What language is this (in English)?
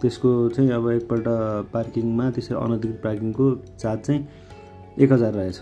Nepali